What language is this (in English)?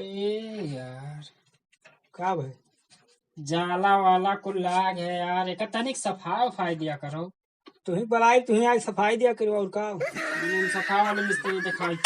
Awadhi